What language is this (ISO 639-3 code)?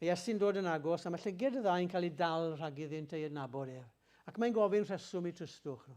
cym